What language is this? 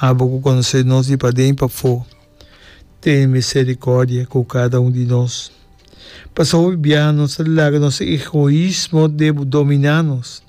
Papiamento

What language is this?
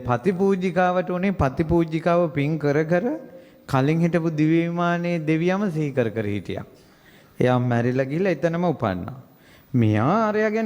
Sinhala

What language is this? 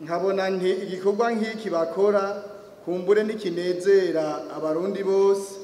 Rundi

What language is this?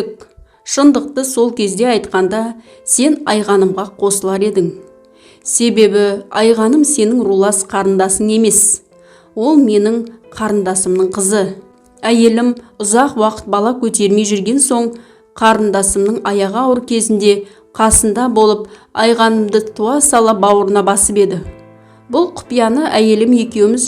Kazakh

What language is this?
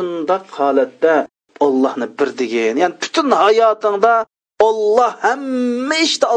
Uyghur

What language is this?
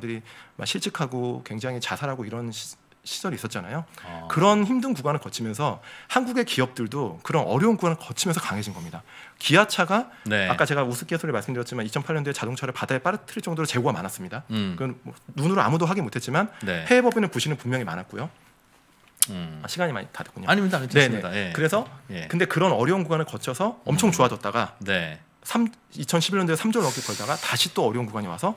Korean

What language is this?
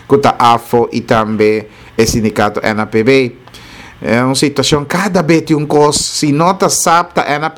Papiamento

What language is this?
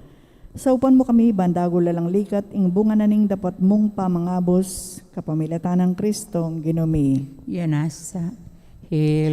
Pampanga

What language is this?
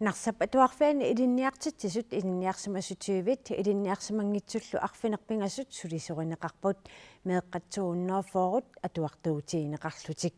Kalaallisut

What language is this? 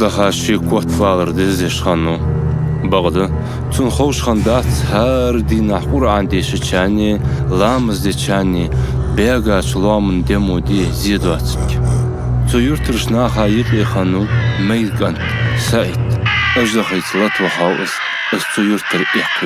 Ingush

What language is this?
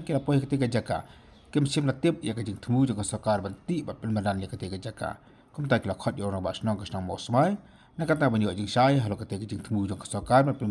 Khasi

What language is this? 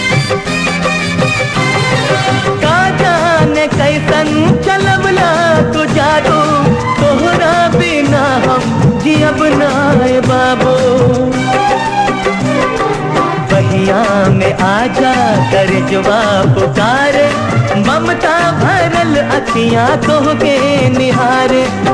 Bhojpuri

